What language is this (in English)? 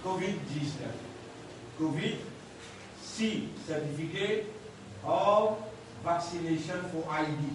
Morisyen